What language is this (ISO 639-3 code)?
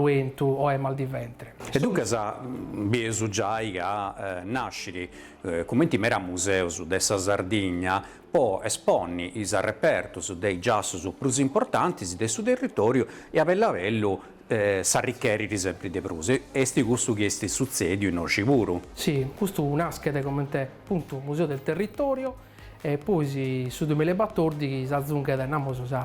srd